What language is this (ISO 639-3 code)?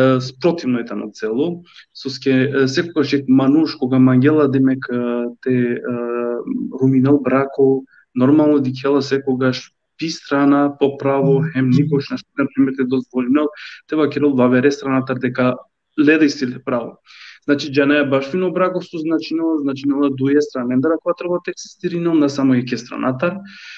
rmn